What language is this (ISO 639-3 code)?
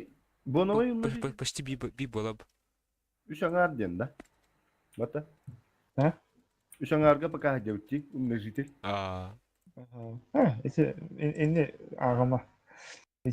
sah